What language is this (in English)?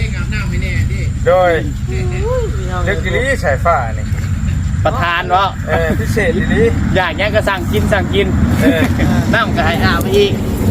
Northeastern Thai